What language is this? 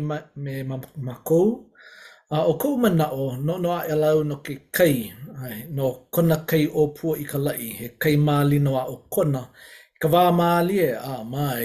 Hawaiian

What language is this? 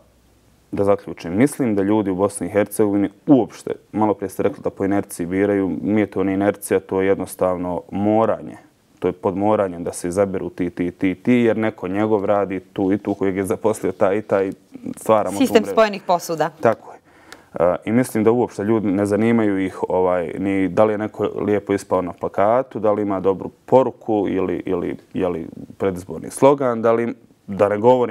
Bosnian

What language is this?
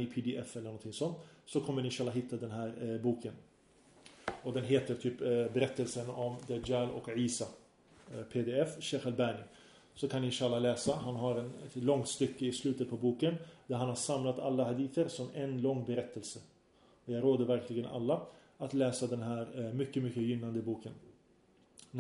Swedish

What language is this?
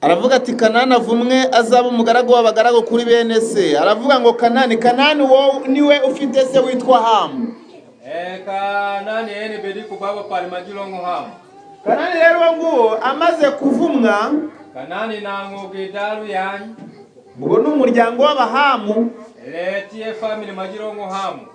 Kinyarwanda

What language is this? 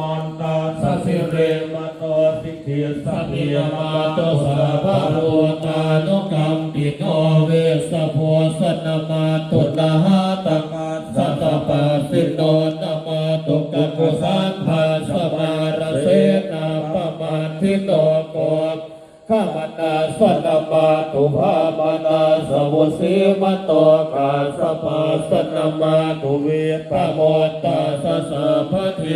Pali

